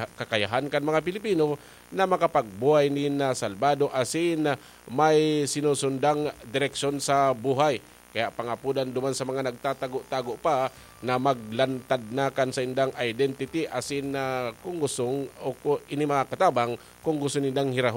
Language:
Bikol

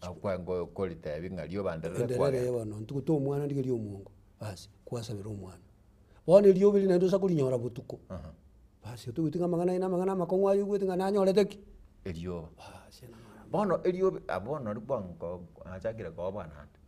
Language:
Gusii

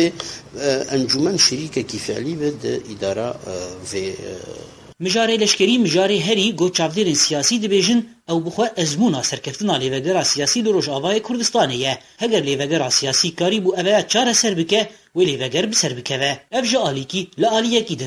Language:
Kurdish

